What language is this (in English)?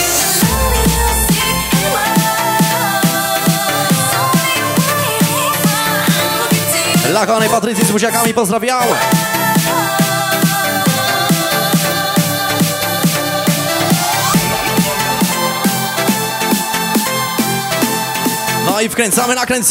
Polish